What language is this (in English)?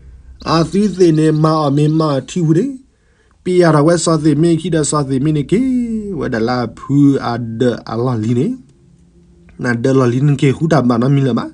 S'gaw Karen